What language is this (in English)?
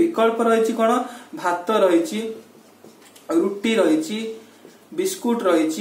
Odia